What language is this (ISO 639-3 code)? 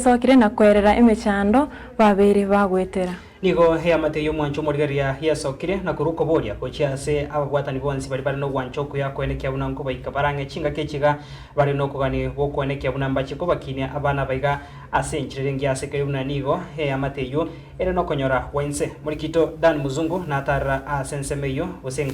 guz